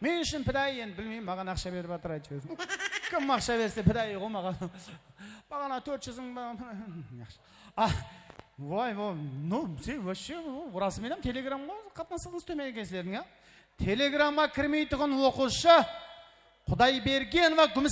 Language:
Kara-Kalpak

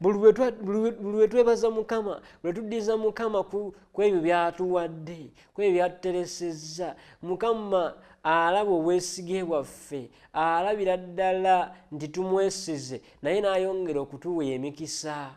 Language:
Ganda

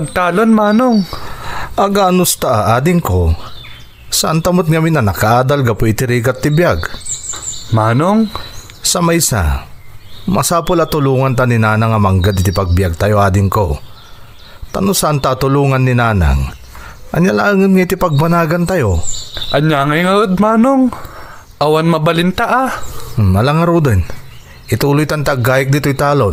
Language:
Iloko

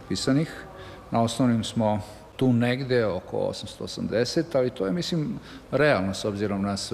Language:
Serbian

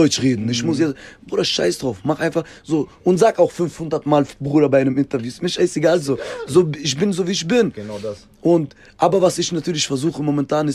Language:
German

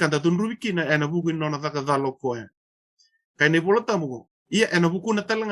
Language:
Fijian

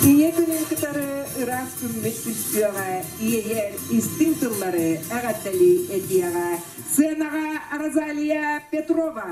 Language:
Yakut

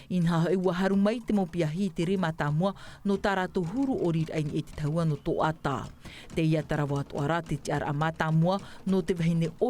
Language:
Tahitian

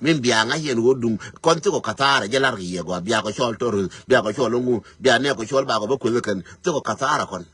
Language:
Nuer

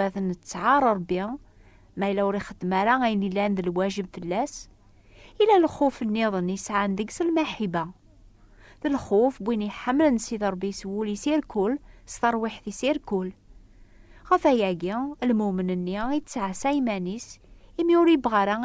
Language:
Kabyle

